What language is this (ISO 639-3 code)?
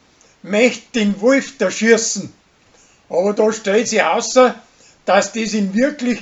bar